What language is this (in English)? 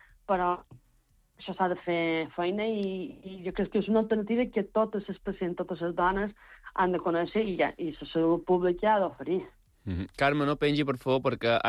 Catalan